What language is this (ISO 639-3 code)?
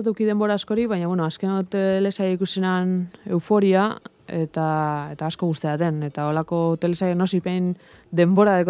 eus